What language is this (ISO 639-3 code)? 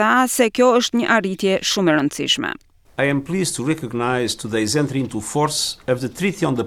sqi